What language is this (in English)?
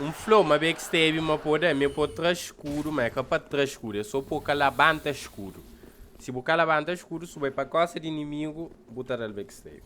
Kabuverdianu